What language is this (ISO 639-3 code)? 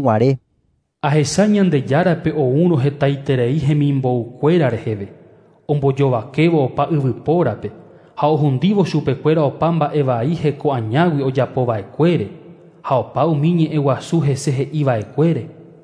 grn